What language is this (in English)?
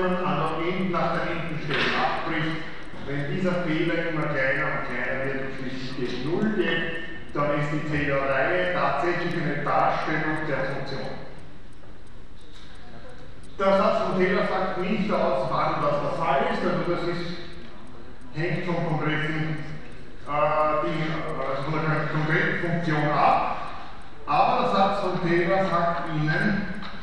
German